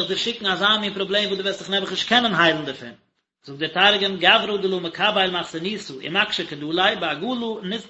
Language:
Yiddish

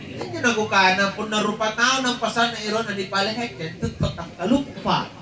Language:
Makasar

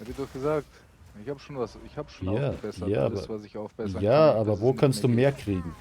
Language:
Bavarian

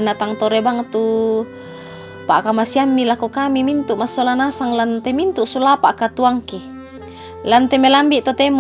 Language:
Toraja-Sa'dan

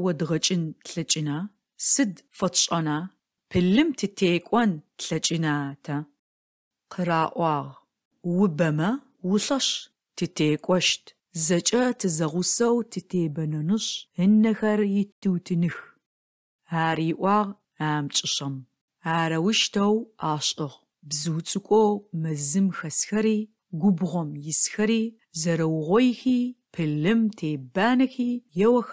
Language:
Adyghe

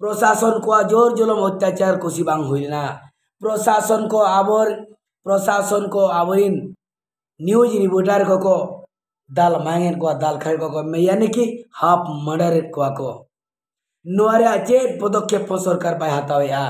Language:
Santali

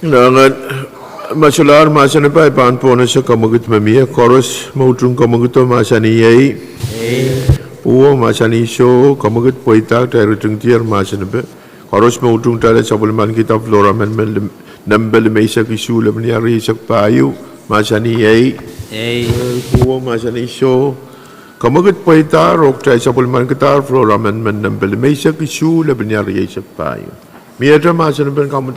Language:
Pohnpeian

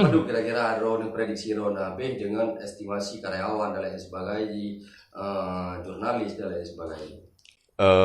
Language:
Achinese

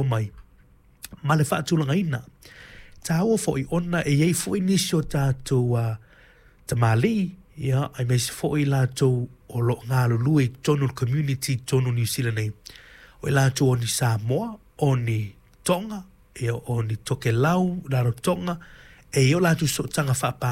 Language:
Samoan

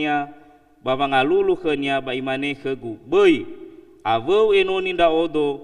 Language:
Nias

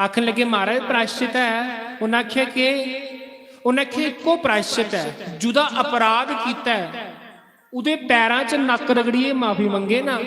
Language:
Dogri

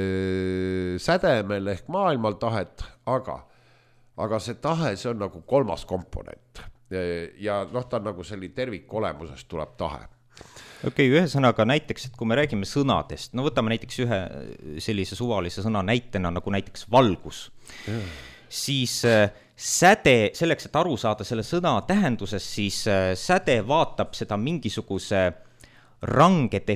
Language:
Estonian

